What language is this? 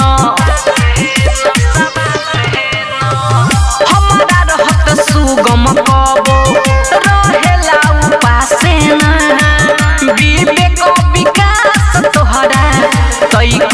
Bhojpuri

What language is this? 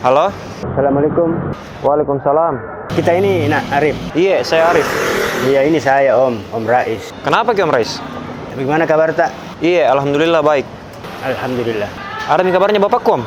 Makassar Malay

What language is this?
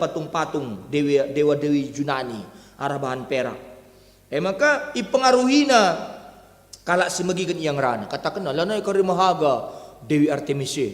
Batak Karo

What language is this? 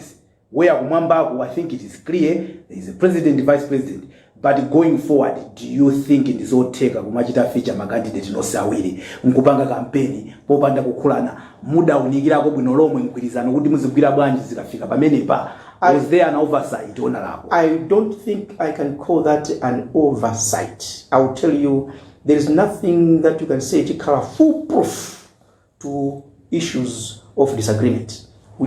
Nyanja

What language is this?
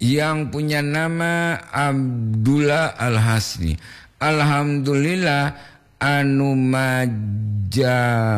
Gorontalo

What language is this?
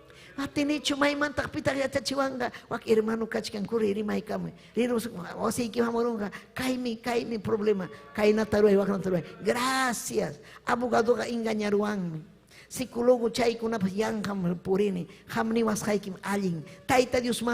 Ayacucho Quechua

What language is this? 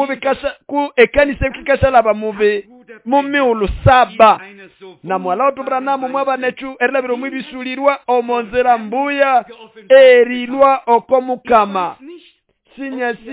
Nande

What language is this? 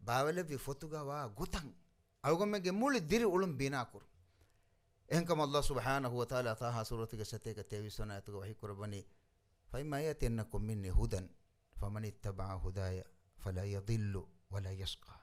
Divehi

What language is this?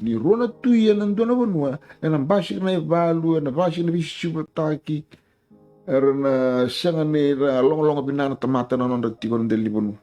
Fijian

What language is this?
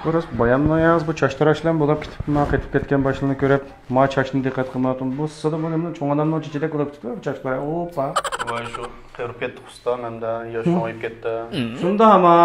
Uyghur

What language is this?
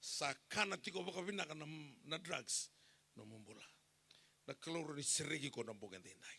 Fijian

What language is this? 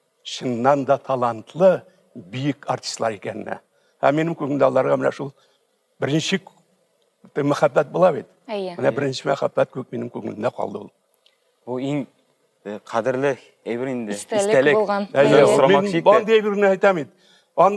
Tatar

